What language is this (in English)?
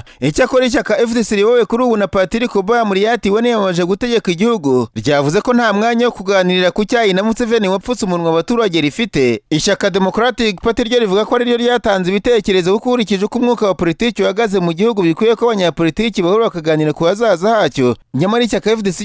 Kinyarwanda